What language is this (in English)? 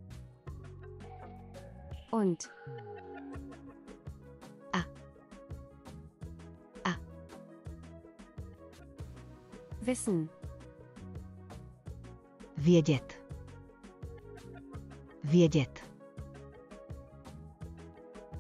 Czech